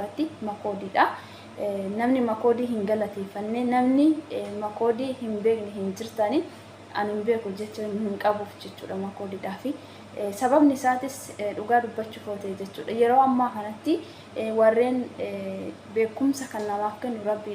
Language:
Oromo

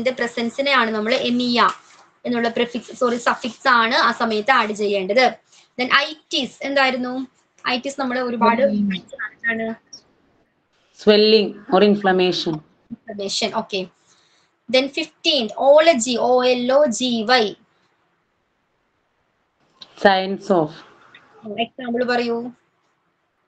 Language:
Malayalam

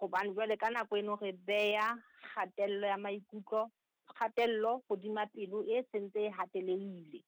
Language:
Southern Sotho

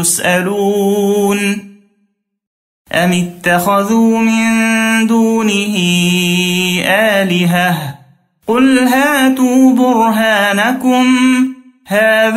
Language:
Arabic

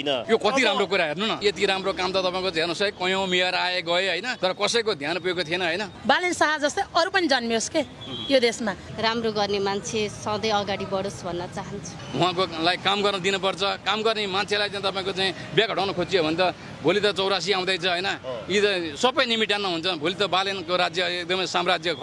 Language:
Nepali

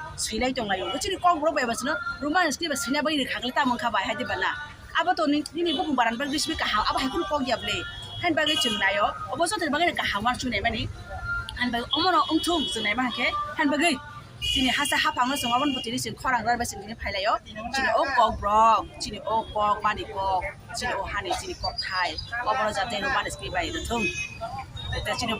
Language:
Kok Borok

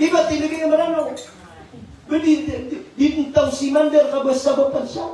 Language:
Maranao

